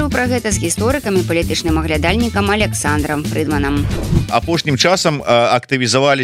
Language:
Belarusian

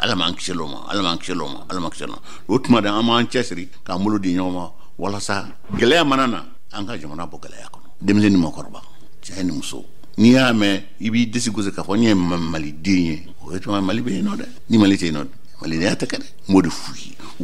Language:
Bambara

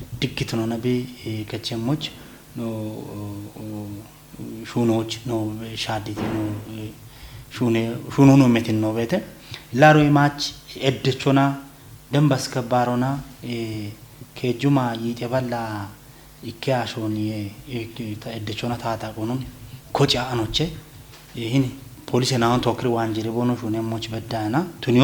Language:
Kafa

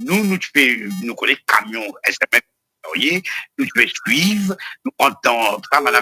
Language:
Morisyen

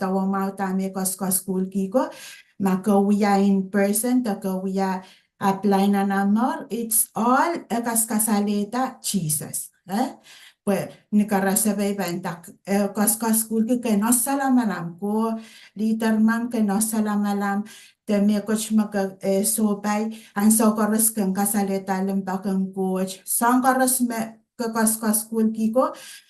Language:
Pohnpeian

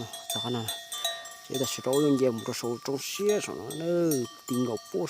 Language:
Hmong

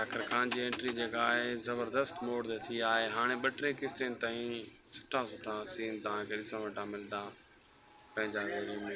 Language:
Sindhi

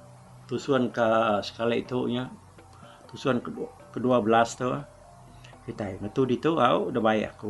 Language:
Iban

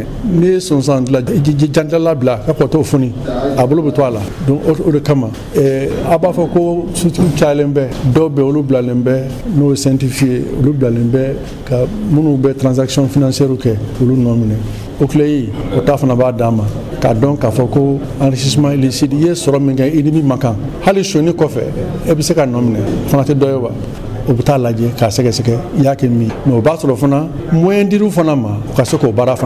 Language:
Bambara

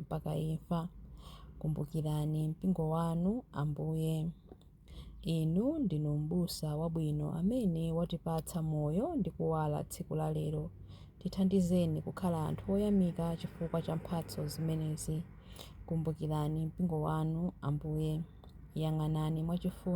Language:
Nyanja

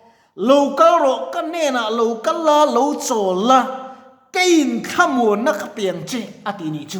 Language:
Mizo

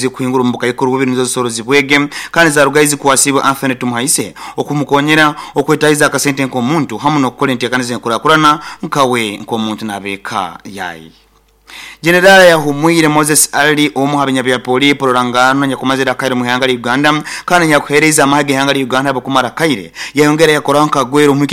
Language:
Nyoro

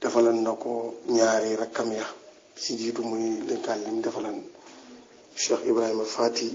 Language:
Wolof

